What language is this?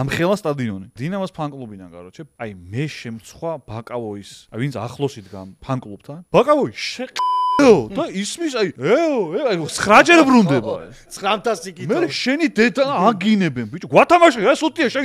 Georgian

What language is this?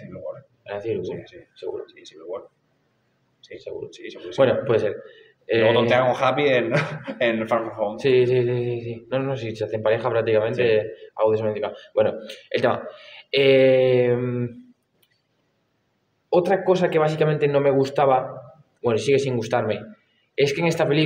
Spanish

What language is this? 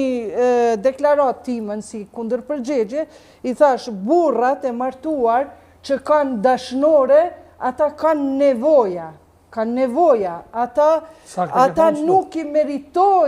Albanian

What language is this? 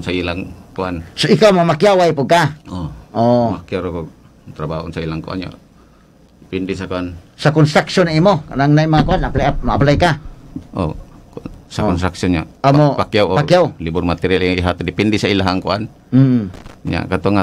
Cebuano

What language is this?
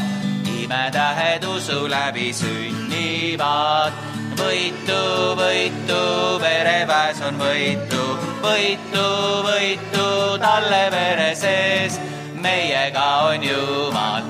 Estonian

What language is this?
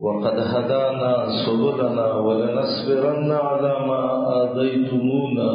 Pashto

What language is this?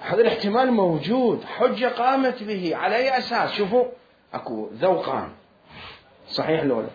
Mesopotamian Arabic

